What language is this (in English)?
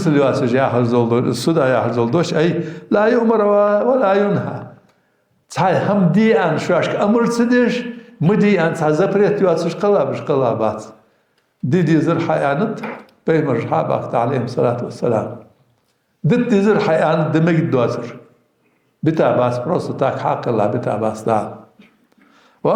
Ingush